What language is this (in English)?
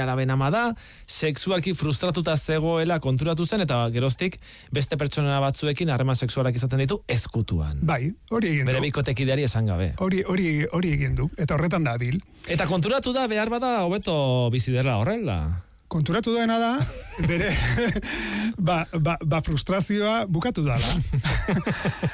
Basque